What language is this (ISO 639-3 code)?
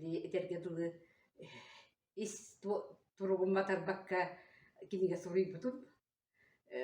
sah